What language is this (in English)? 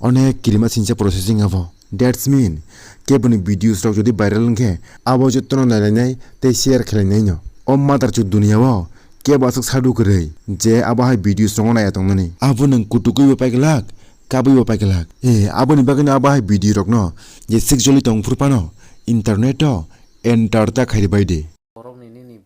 Kok Borok